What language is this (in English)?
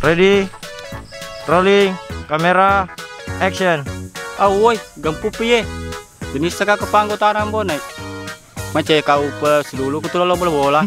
Buginese